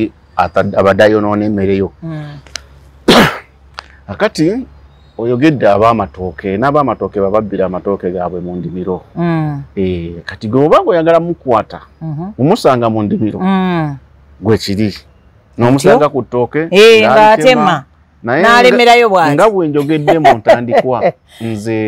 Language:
Ganda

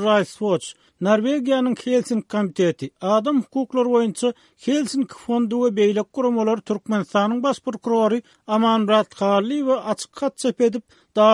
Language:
Turkmen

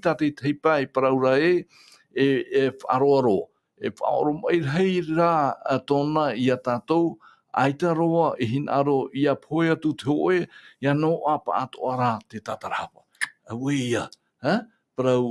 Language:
Tahitian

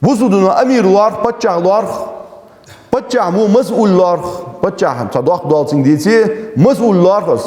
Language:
Ingush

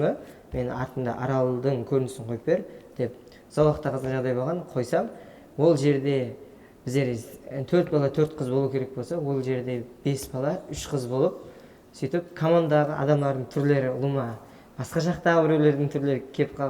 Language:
Kara-Kalpak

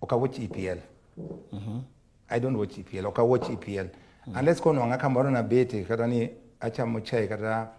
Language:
Luo (Kenya and Tanzania)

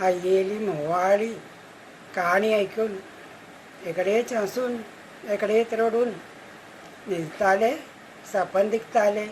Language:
Konkani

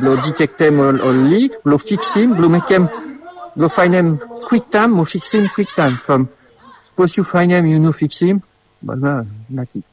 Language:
Bislama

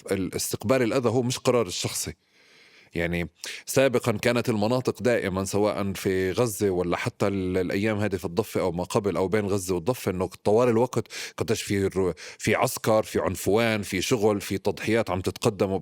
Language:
North Levantine Arabic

